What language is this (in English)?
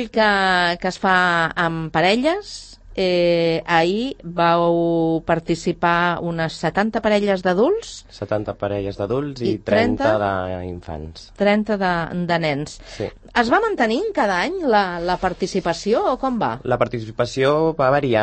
Catalan